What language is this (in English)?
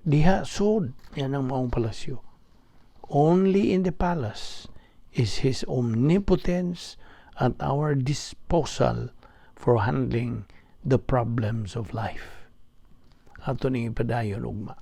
Cebuano